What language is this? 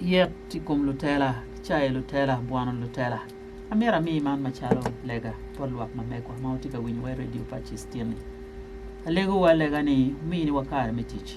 Acoli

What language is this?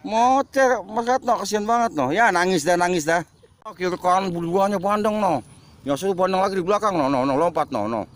Betawi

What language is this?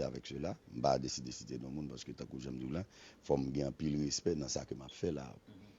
Haitian Creole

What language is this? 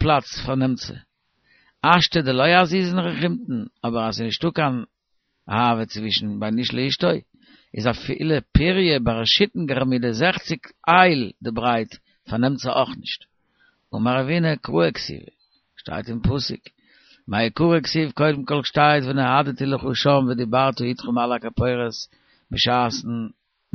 Yiddish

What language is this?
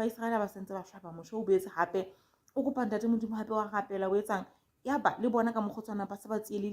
Southern Sotho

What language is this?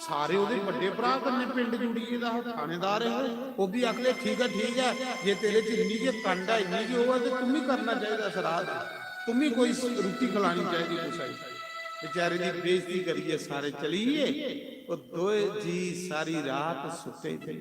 Dogri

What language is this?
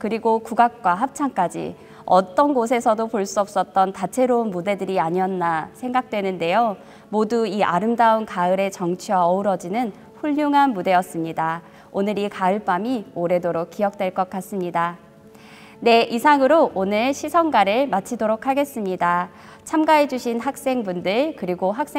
Korean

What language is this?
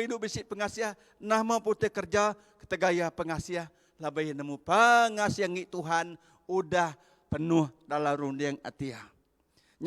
Iban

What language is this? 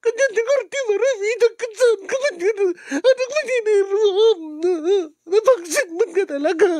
Iloko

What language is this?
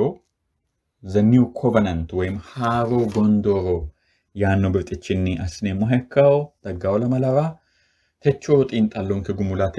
Sidamo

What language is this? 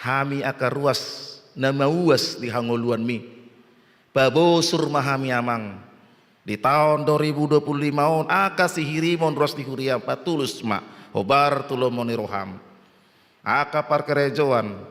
Batak Toba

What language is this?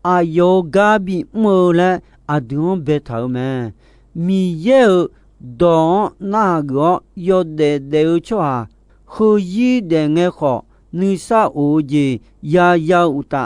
Akha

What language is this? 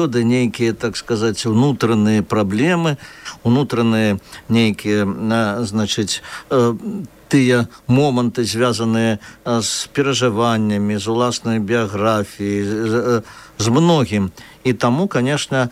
Belarusian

